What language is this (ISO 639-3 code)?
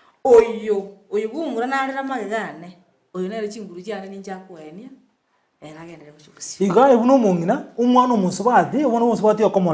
guz